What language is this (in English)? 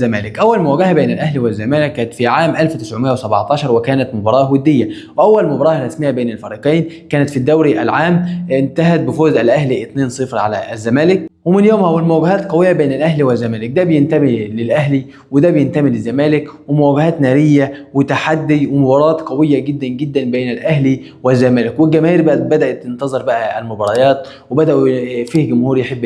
Egyptian Arabic